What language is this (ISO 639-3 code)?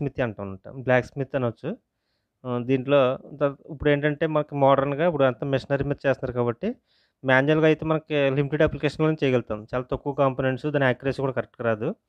tel